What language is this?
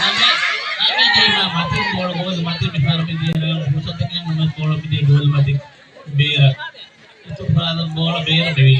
Divehi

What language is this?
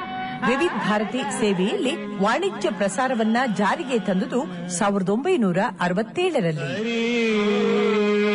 Kannada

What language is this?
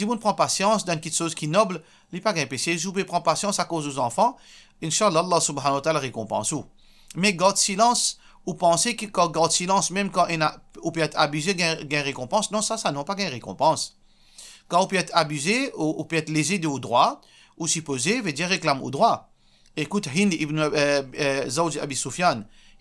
Morisyen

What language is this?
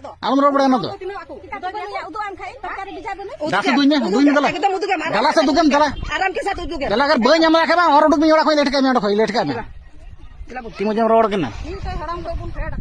Santali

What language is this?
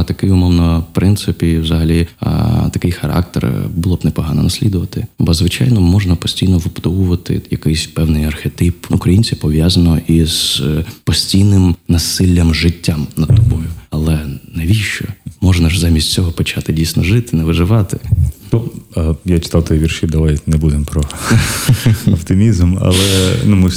Ukrainian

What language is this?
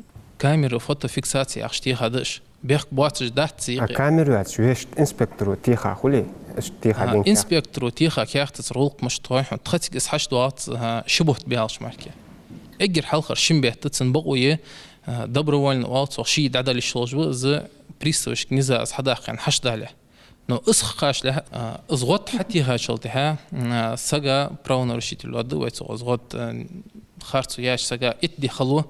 Ingush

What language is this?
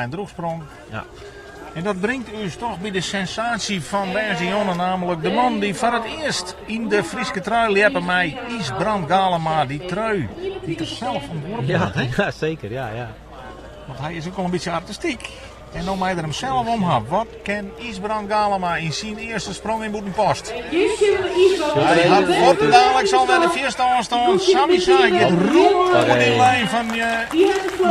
Western Frisian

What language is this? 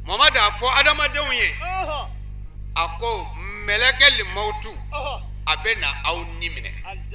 Bambara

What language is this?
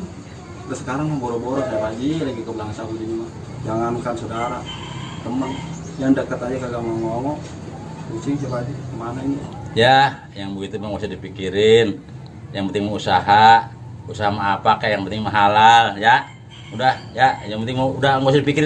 Betawi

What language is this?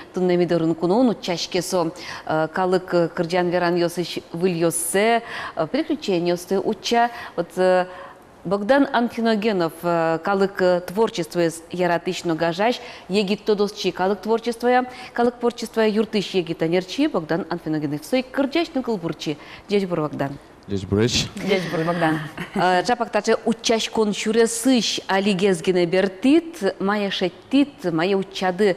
Udmurt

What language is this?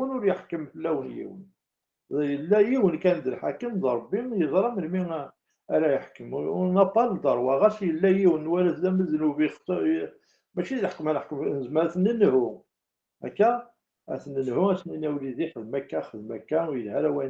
Kabyle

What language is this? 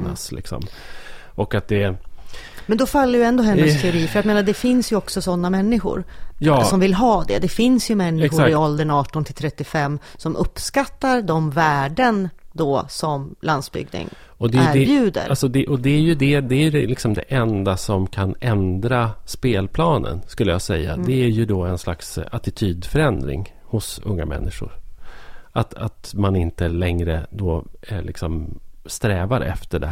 Swedish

